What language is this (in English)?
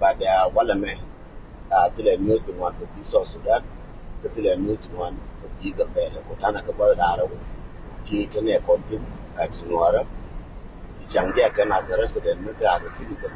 Nuer